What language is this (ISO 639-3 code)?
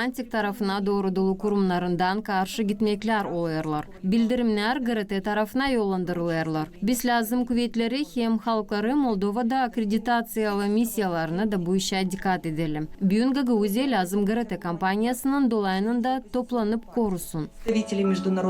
gag